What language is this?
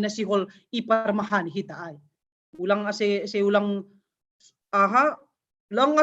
Batak Simalungun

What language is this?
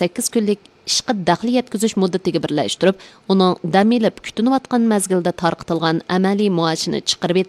Uyghur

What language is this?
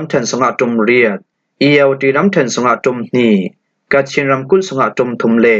Falam Chin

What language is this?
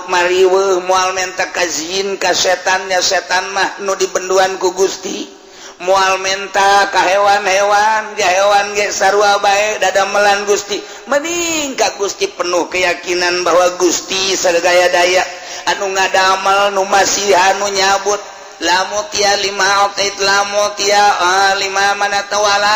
Sundanese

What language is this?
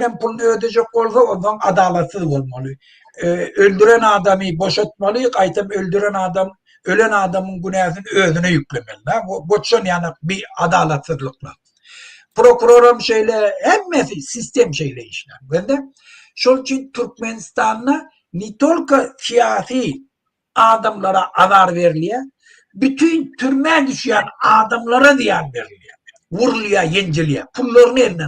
Turkmen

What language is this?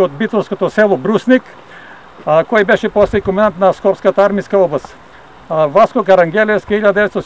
Macedonian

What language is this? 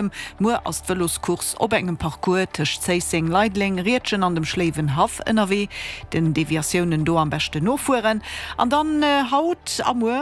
Luxembourgish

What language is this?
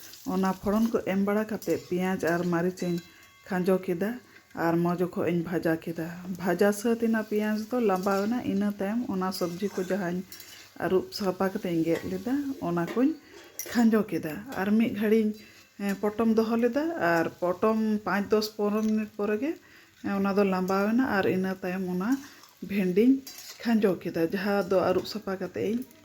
Santali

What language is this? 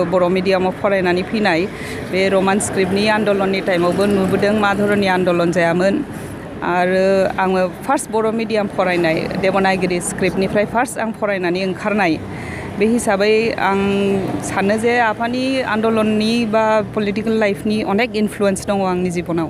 Bodo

